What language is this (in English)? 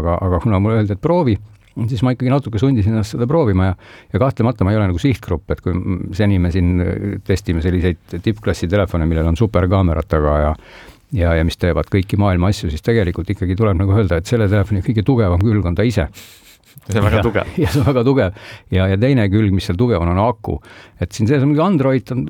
Estonian